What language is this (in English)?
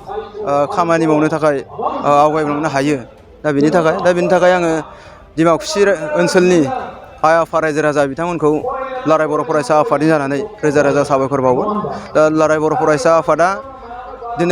Bodo